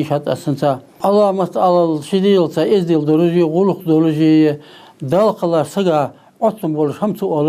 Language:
Ingush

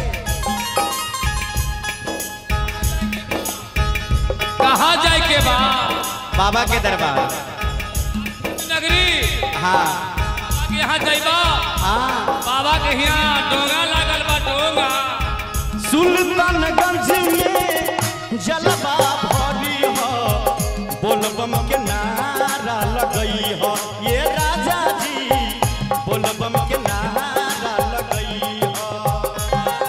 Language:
Bhojpuri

